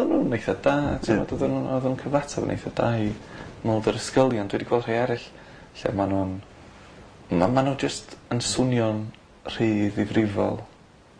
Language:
Welsh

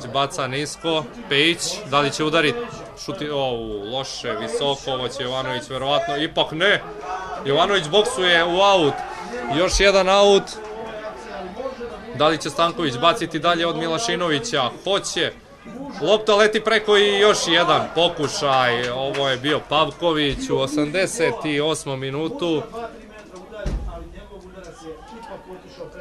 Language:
Serbian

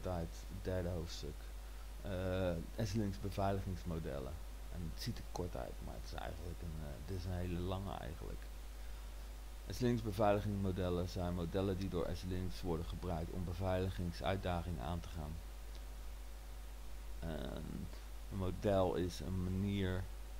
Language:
Dutch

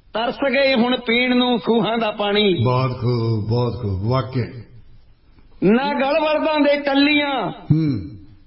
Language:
Punjabi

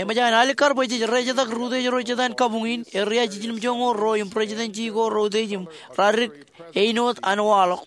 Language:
Marshallese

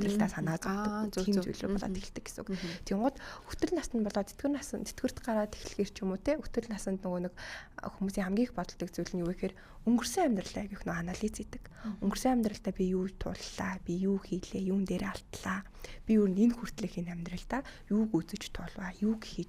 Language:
Mongolian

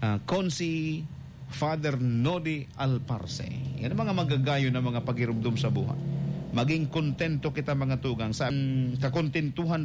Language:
Bikol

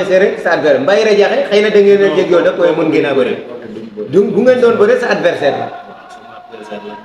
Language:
Wolof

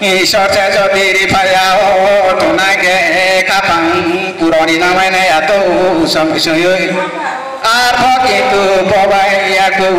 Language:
Riang (India)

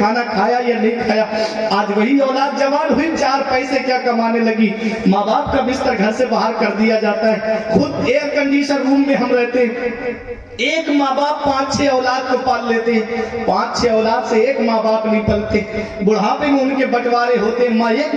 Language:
Urdu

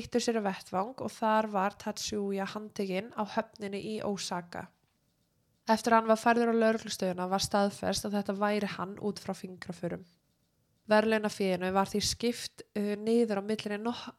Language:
Icelandic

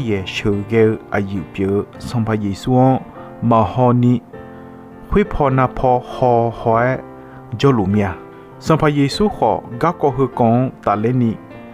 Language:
Akha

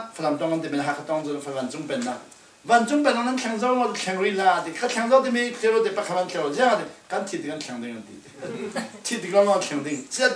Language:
Falam Chin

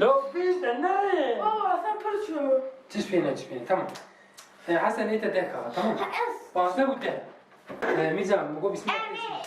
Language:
Kurdish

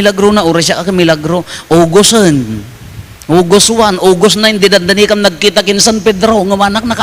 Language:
Iloko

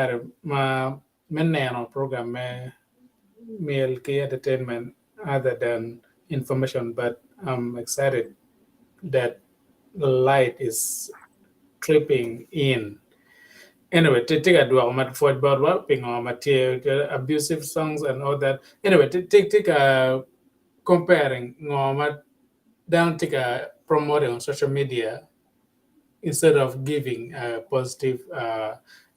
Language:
Acoli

